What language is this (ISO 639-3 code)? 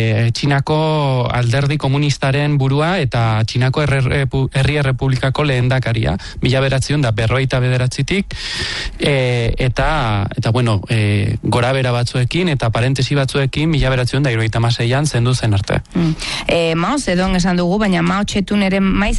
eus